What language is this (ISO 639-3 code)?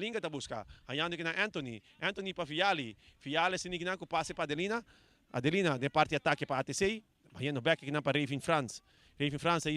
pap